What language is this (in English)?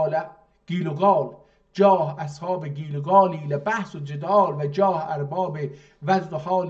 South Azerbaijani